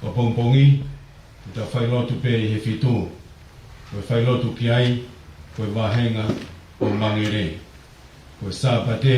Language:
Tongan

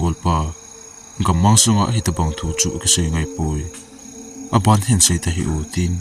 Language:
Thado Chin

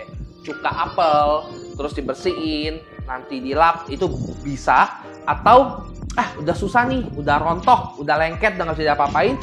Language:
Indonesian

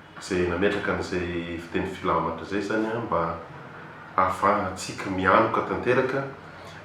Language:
Malagasy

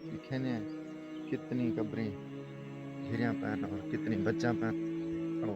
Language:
Saraiki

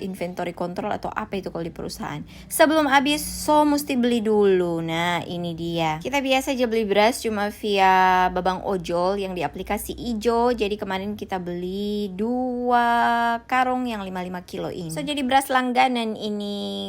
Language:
Manado Malay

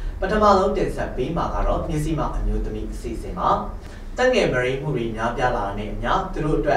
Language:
Burmese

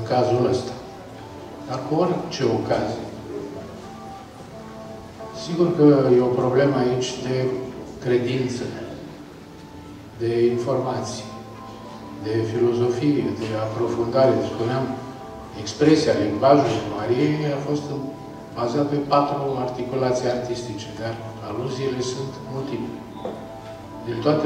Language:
Romanian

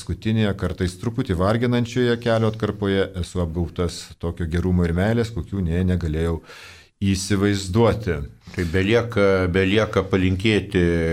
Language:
Lithuanian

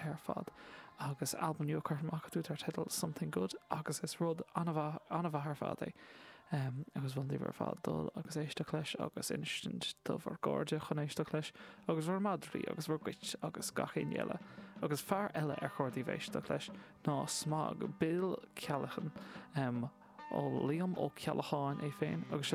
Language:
Irish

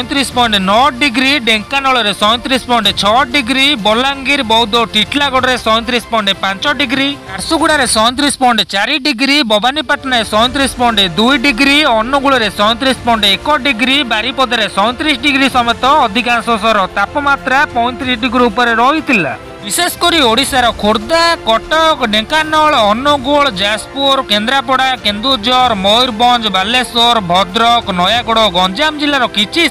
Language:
Odia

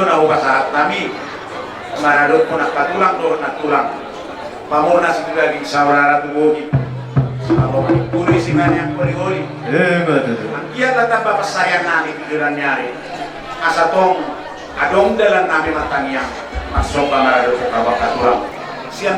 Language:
Batak Toba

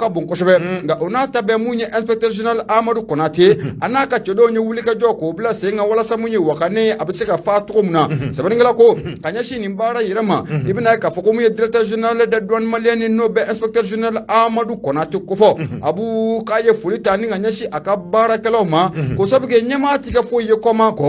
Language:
Bambara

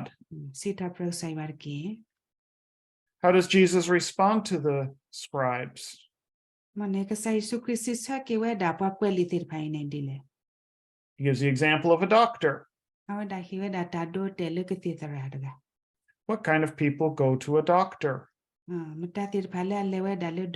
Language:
S'gaw Karen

